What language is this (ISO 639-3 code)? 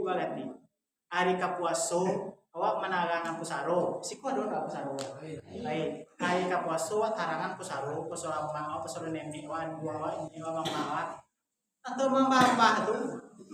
min